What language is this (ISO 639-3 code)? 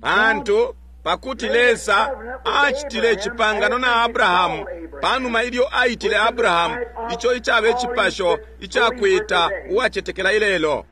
bem